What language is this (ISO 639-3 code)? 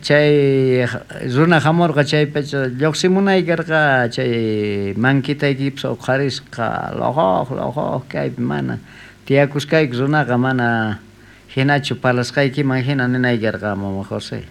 quh